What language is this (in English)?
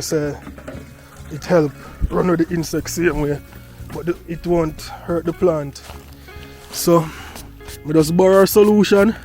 Jamaican Creole English